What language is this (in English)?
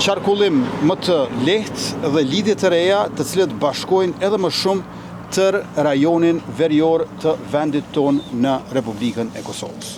Albanian